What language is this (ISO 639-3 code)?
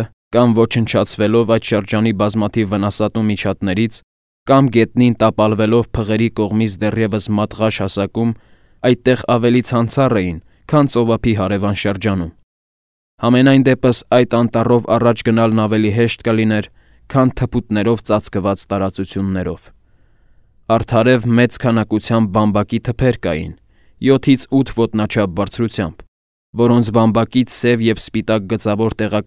hye